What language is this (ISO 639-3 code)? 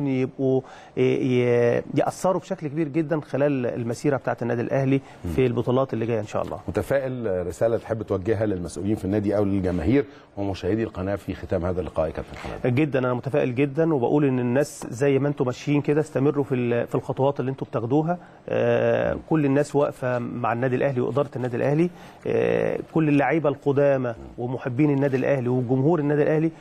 arz